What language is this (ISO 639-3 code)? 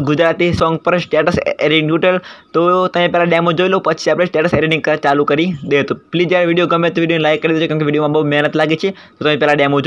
guj